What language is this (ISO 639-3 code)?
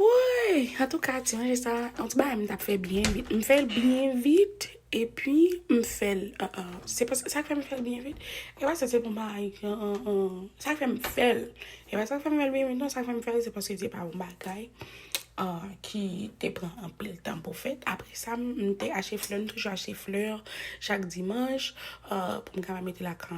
hat